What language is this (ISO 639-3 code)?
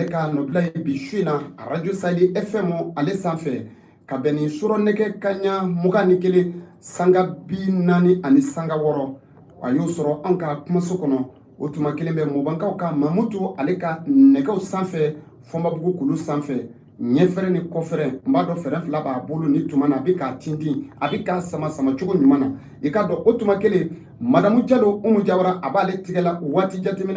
bam